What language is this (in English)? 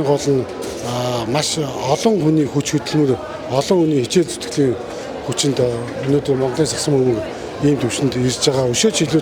Mongolian